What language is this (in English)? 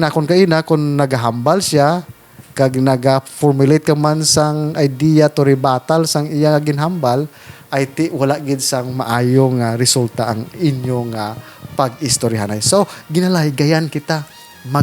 Hiligaynon